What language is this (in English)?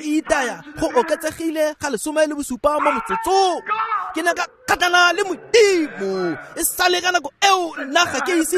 Tswana